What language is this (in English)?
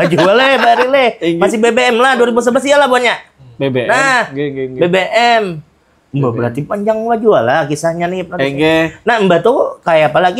Banjar